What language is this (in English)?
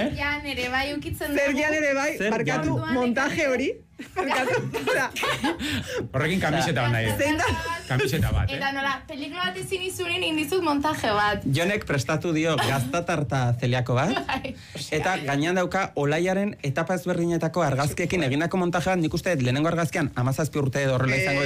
Basque